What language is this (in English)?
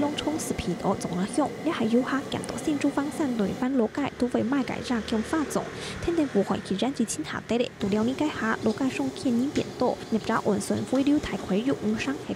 Hakka Chinese